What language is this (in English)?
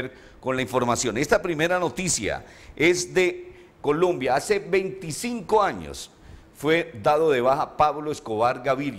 Spanish